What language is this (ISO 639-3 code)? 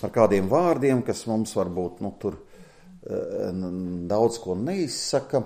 lav